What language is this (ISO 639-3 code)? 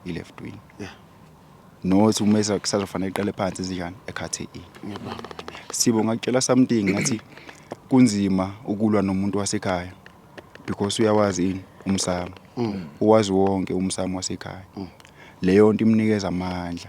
zul